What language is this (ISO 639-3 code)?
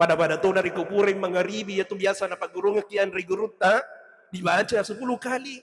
bug